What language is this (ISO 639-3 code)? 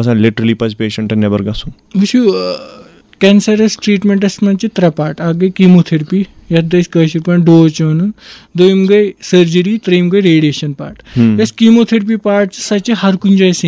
kas